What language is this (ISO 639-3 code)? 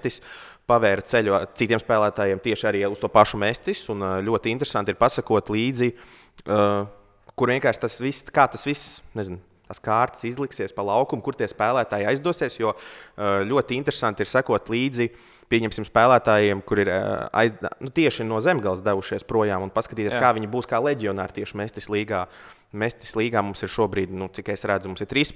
lav